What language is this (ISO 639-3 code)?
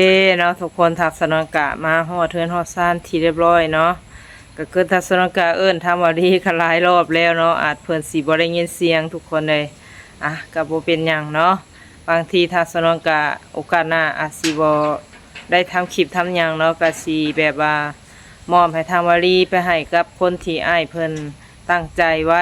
lao